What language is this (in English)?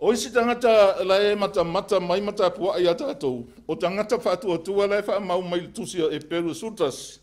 Samoan